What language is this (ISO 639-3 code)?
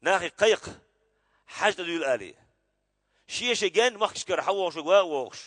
che